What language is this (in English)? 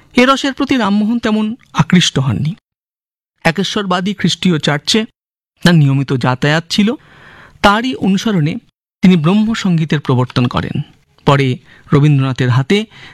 Bangla